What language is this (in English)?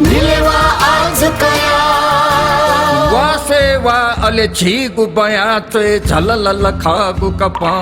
Newari